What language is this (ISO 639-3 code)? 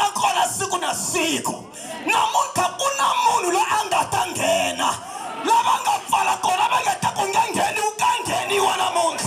tso